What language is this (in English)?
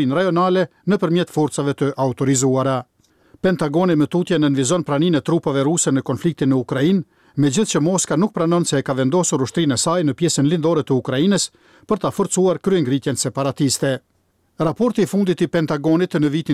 Albanian